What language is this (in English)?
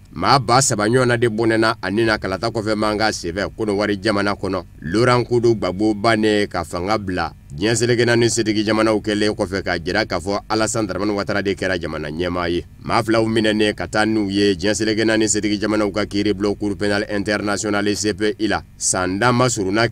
Bambara